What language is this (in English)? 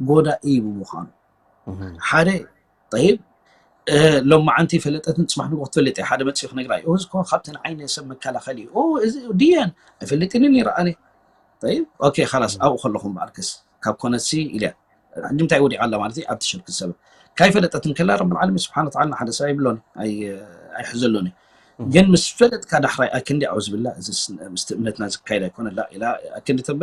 Tigrinya